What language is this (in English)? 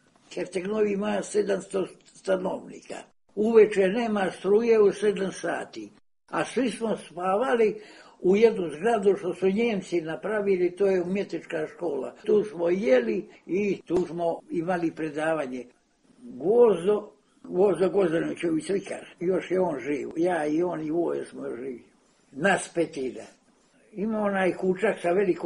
Serbian